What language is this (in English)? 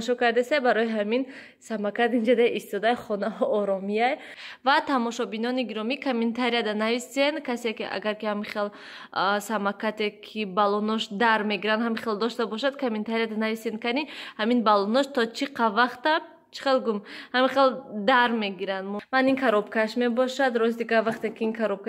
Tajik